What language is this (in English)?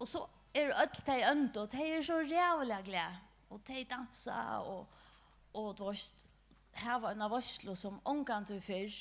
Faroese